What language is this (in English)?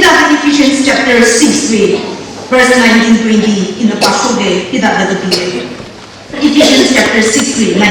Tangkhul Naga (India)